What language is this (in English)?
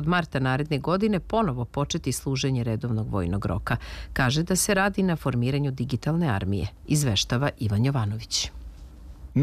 Serbian